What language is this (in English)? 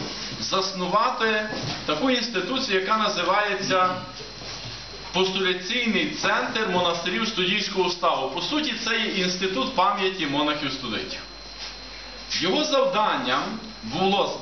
Ukrainian